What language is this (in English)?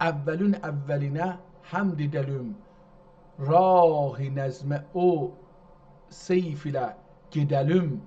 South Azerbaijani